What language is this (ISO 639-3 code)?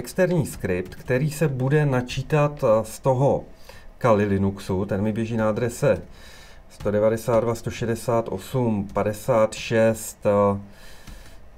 ces